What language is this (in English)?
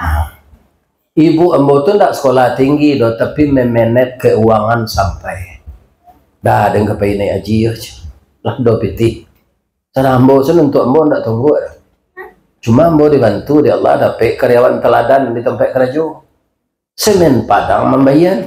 Minangkabau